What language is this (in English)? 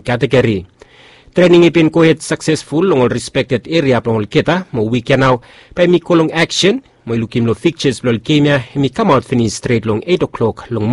Bislama